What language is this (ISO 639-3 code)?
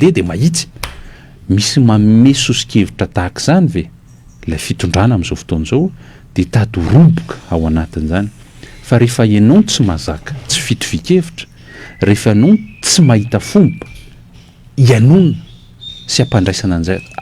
mlg